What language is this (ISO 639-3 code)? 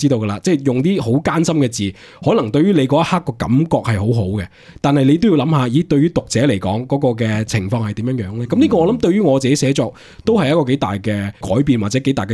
yue